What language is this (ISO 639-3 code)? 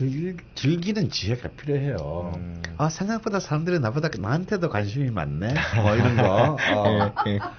kor